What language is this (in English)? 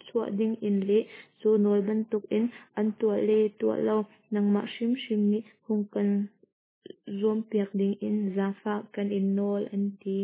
Hakha Chin